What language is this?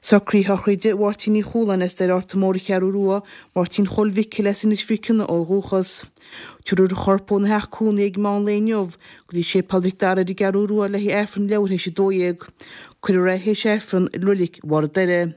Irish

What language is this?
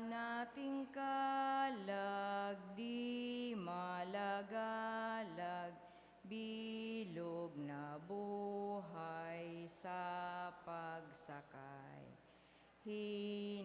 Bikol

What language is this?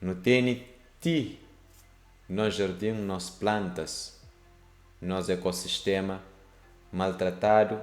Kabuverdianu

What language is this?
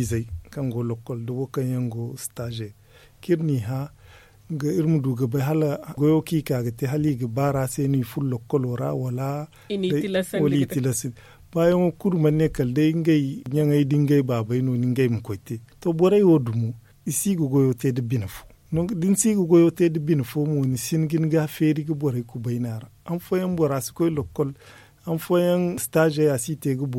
Zarma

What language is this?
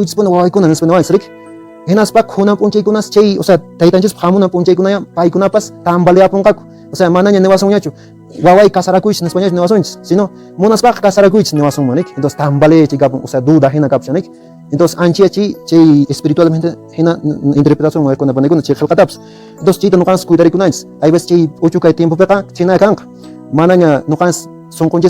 Quechua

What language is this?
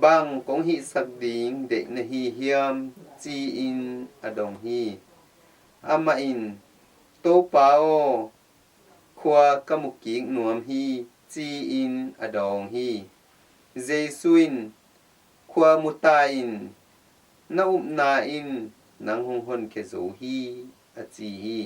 Tedim Chin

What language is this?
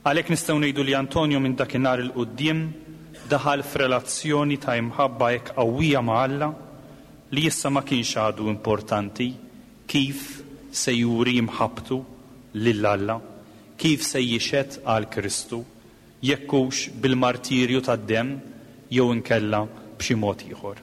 Maltese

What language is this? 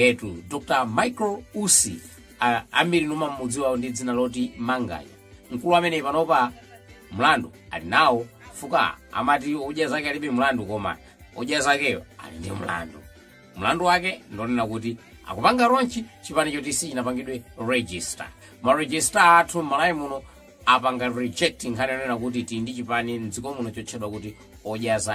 Nyanja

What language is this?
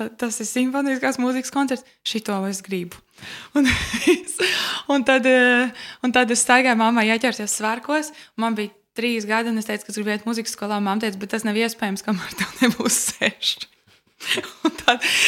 Latvian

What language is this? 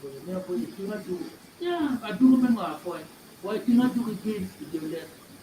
Acoli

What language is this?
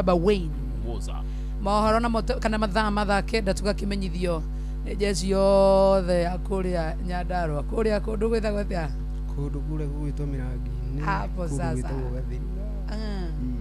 Kikuyu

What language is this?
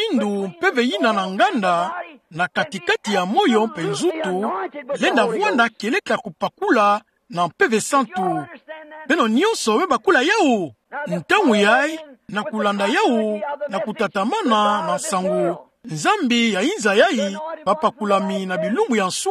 Kituba (Democratic Republic of Congo)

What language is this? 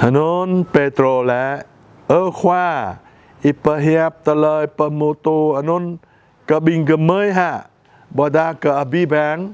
Jarai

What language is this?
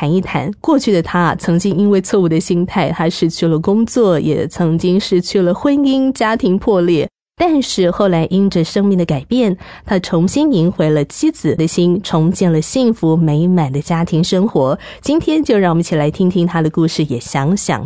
Chinese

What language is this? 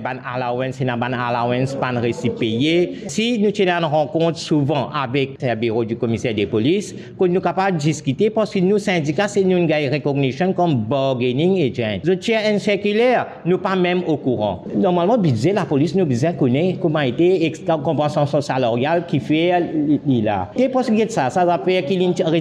Morisyen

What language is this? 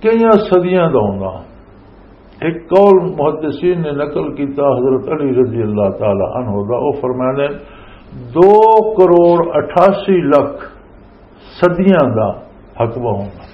Western Panjabi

